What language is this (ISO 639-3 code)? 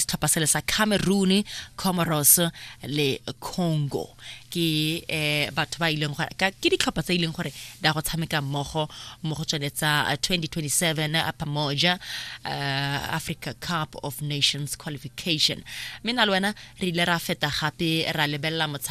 tsn